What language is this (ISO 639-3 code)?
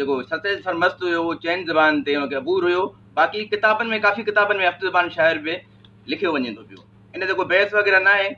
snd